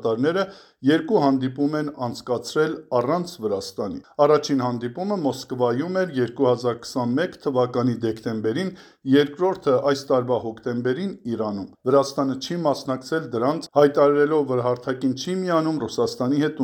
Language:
Armenian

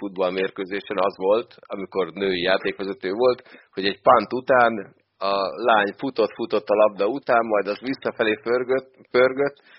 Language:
Hungarian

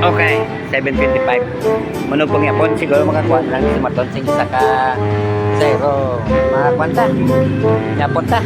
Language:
Hiligaynon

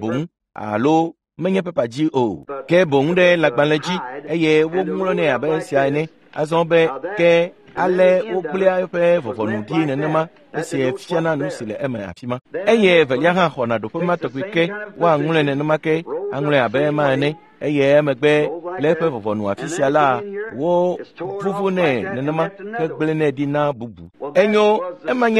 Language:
Ewe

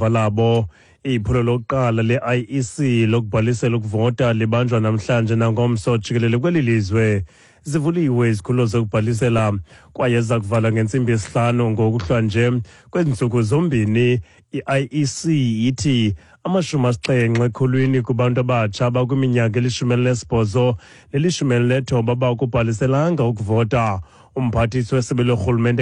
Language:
Xhosa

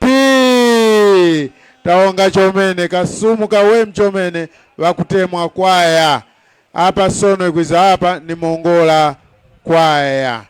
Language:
Tumbuka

